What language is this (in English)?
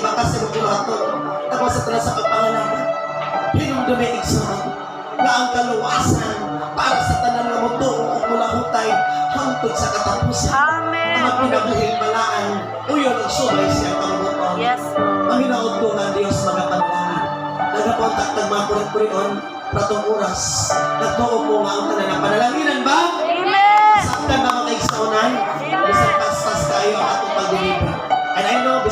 Cebuano